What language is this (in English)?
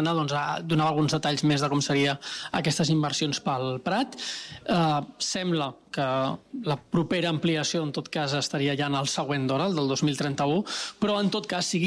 Catalan